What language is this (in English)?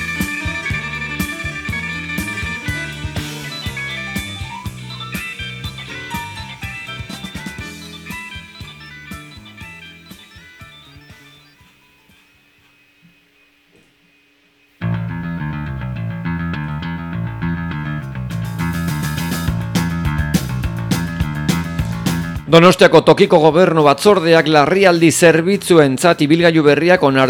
Basque